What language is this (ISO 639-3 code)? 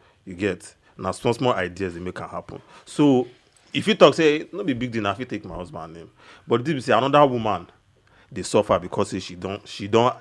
pcm